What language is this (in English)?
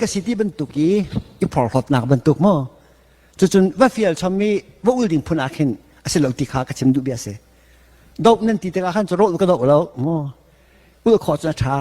Hakha Chin